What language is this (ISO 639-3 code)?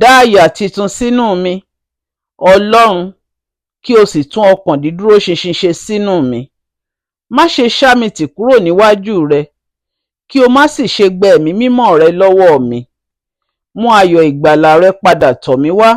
yor